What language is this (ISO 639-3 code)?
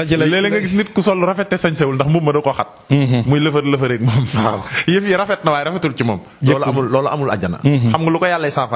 wol